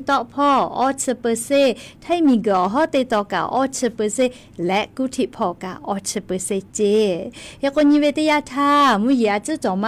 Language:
Lahu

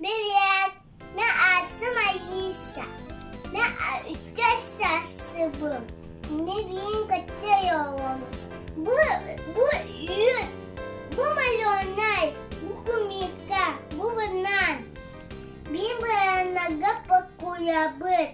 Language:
Yakut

